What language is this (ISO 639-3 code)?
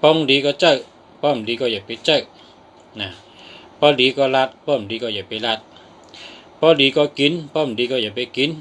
shn